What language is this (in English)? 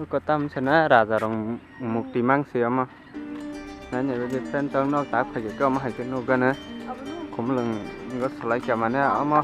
Kok Borok